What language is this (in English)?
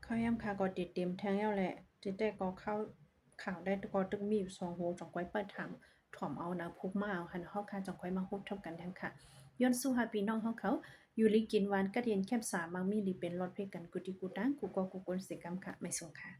Shan